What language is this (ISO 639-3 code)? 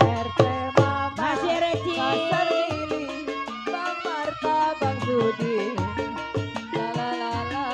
bew